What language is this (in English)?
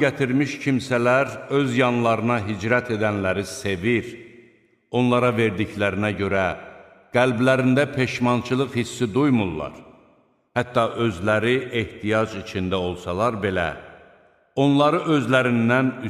Azerbaijani